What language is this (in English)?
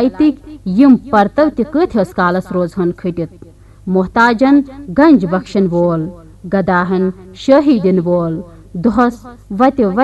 Kashmiri